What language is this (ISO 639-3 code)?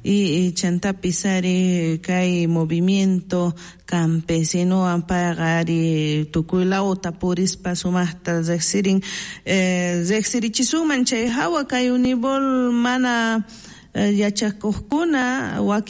quh